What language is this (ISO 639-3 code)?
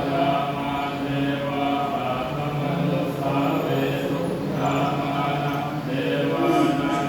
pli